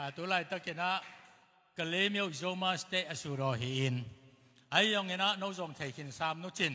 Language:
Tedim Chin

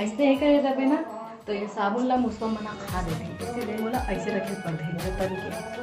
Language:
Chhattisgarhi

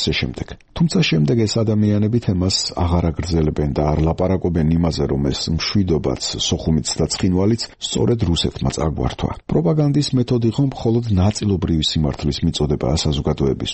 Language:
Georgian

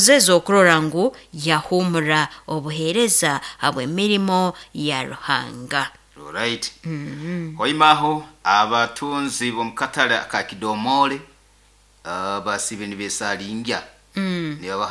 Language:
Nyoro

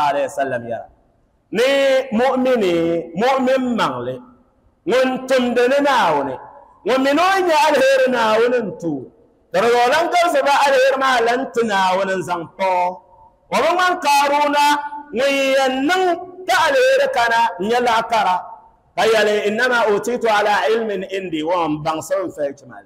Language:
Dagbani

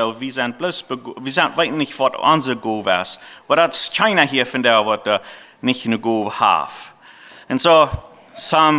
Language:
Plautdietsch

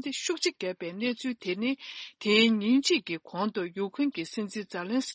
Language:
Tibetan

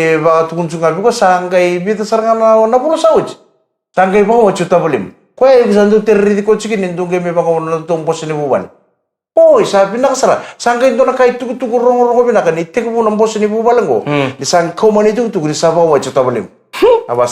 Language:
Fijian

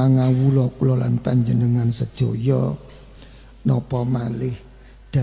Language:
Javanese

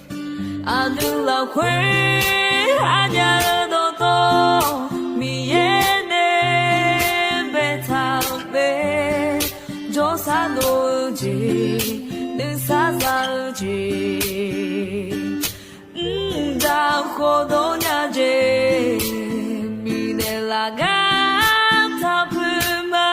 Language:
Akha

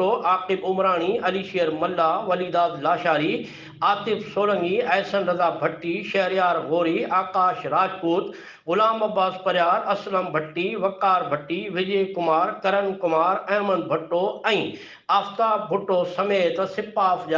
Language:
Sindhi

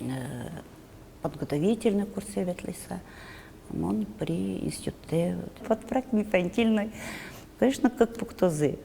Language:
Udmurt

